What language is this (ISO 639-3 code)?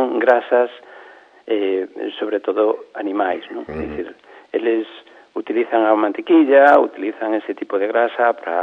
glg